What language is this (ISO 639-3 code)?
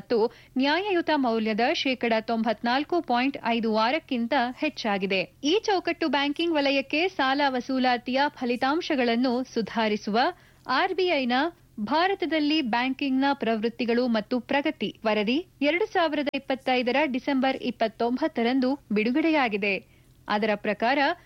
kan